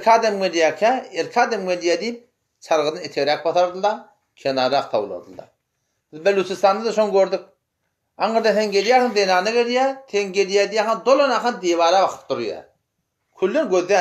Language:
Turkmen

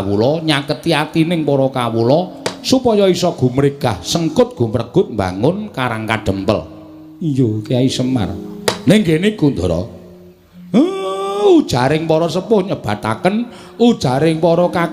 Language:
Javanese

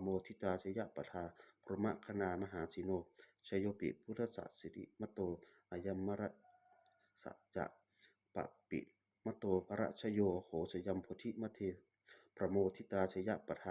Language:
Pali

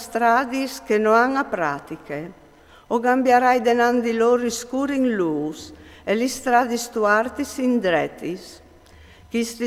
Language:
Friulian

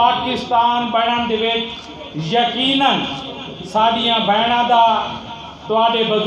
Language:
Saraiki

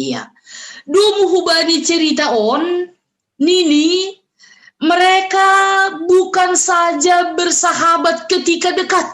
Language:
Batak Simalungun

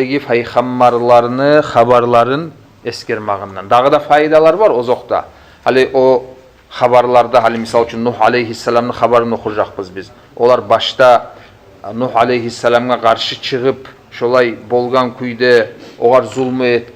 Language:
Kumyk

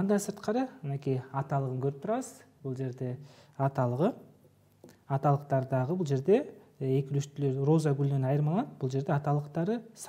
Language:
Kyrgyz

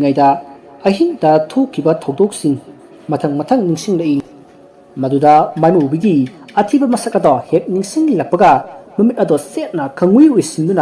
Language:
Manipuri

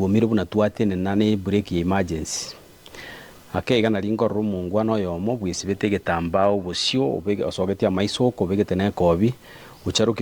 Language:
Gusii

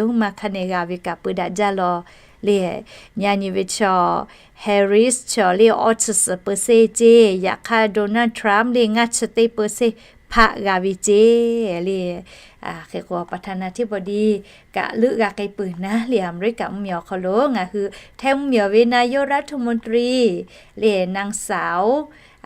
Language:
Lahu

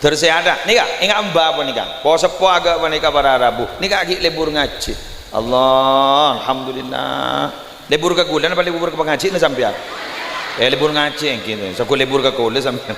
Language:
Madurese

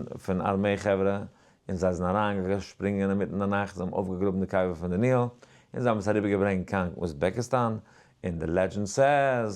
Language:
Yiddish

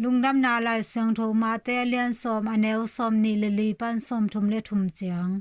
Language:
Tedim Chin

